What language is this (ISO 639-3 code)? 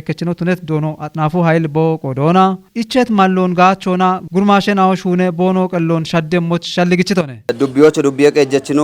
kbr